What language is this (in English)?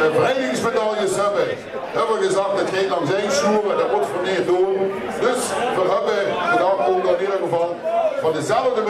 Limburgish